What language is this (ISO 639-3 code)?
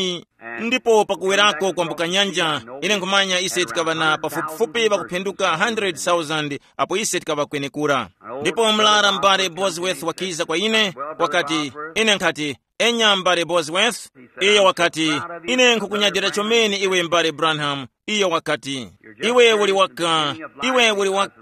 tum